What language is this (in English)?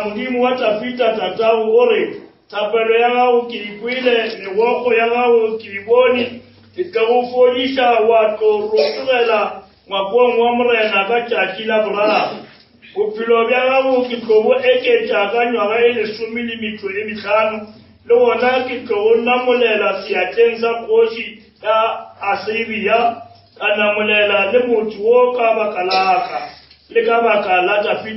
Northern Sotho